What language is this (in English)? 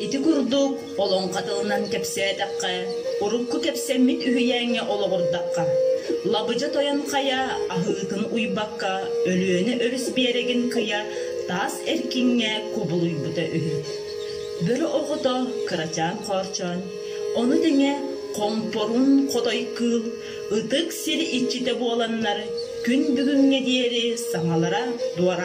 Yakut